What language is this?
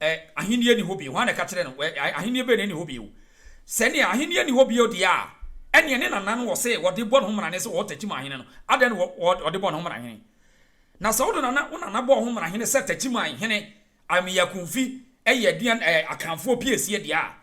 Akan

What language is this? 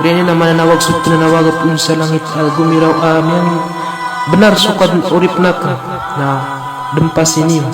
Maranao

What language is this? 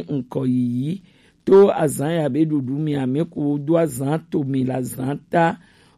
Gen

